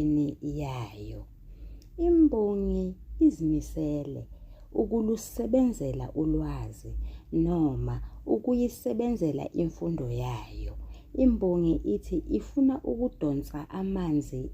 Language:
Zulu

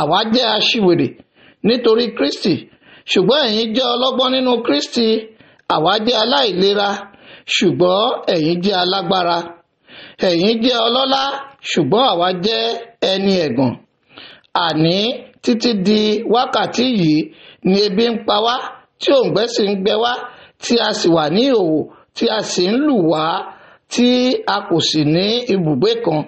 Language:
Yoruba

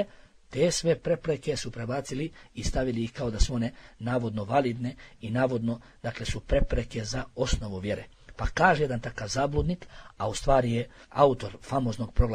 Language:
Bosnian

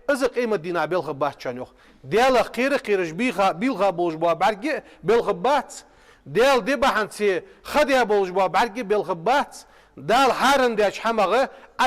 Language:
Ingush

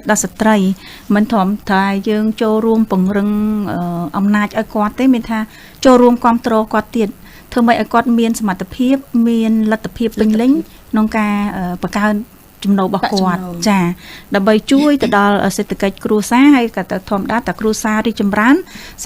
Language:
Khmer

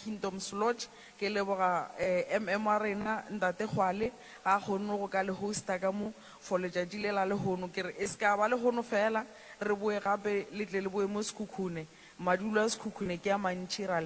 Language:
Northern Sotho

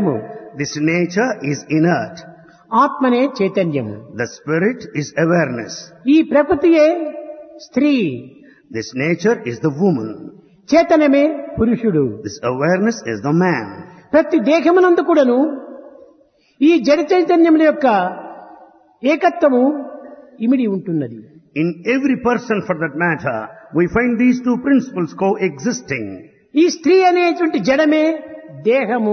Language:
Telugu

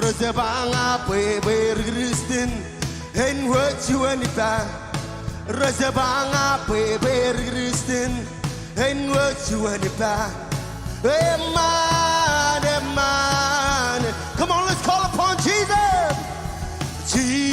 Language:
Marshallese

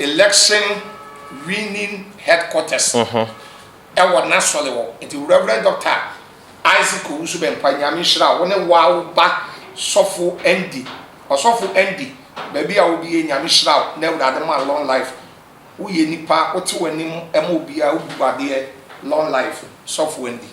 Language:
Akan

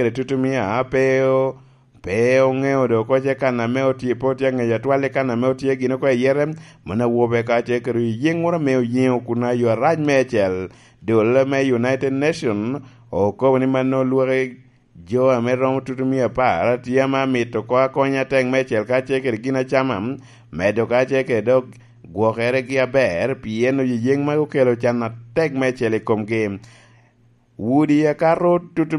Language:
Lango (Uganda)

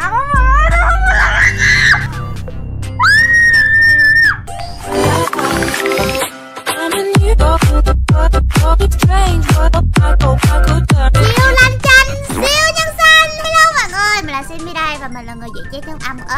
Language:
Vietnamese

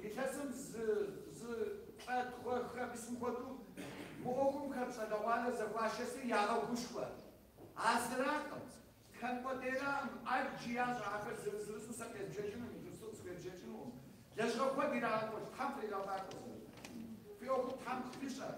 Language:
Kabardian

